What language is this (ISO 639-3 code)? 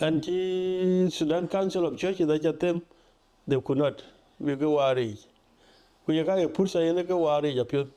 din